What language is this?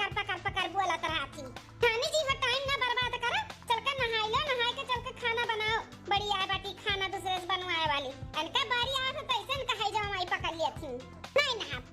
Awadhi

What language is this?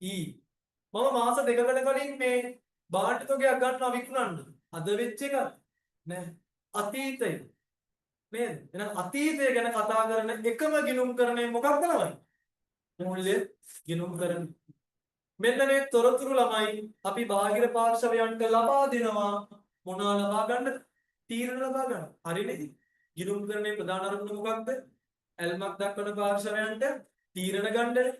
Sinhala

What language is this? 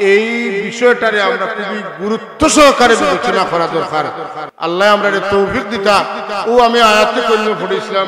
Sylheti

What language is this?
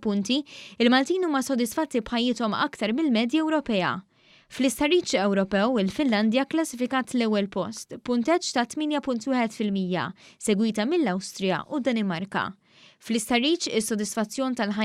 Maltese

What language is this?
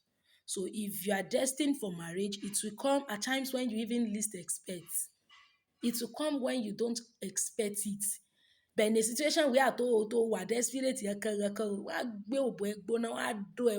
Yoruba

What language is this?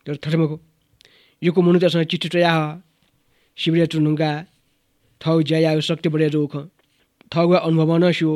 Newari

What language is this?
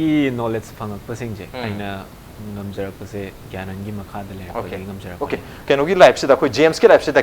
Manipuri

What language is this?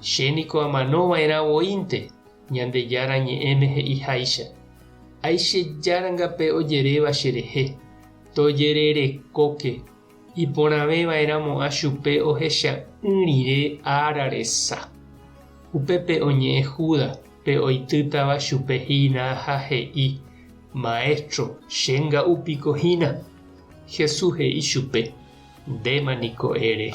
Guarani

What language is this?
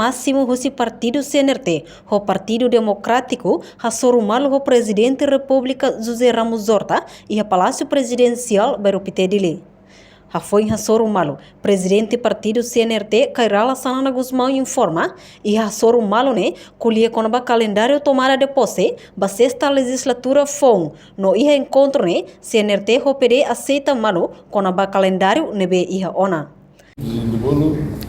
Tetum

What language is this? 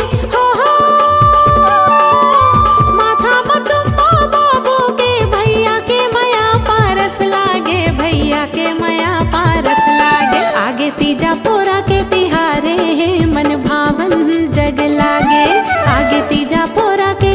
Chhattisgarhi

